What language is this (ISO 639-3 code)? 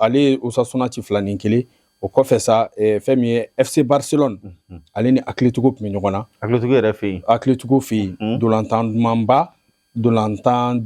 bam